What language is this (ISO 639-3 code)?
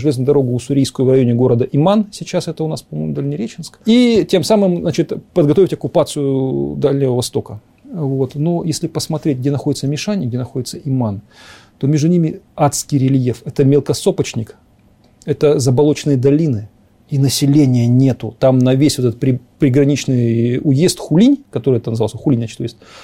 rus